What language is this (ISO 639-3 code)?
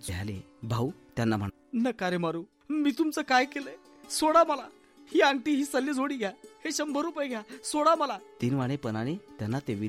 mar